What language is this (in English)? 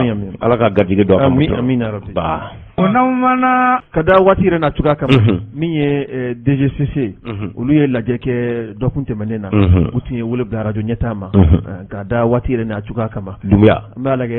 Bambara